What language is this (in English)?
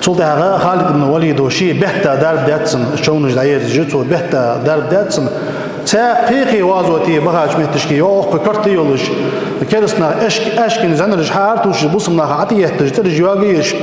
Ingush